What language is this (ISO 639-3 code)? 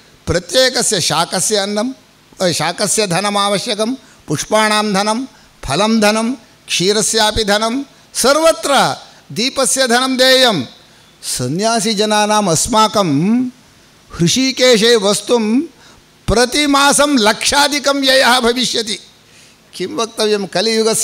san